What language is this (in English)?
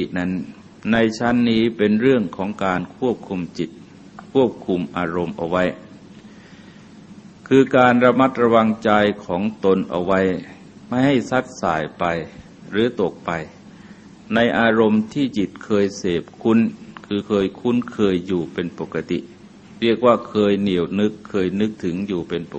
Thai